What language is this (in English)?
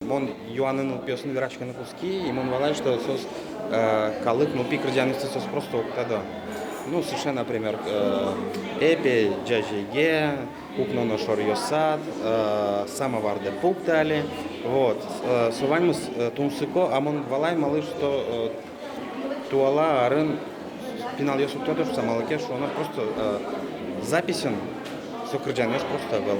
Udmurt